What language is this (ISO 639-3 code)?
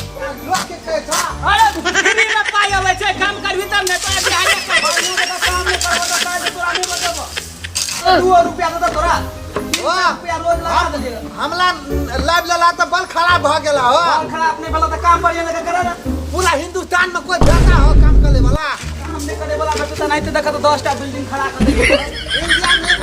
mai